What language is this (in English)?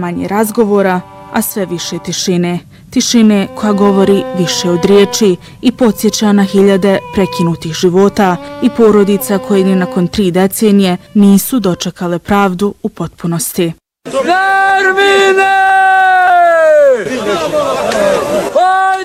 Bosnian